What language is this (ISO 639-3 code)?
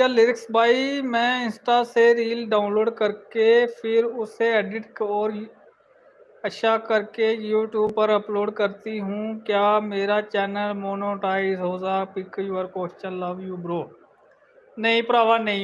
doi